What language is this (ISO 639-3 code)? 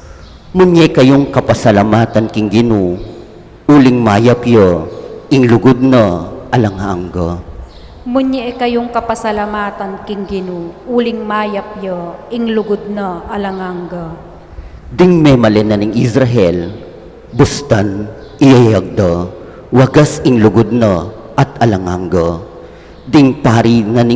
pam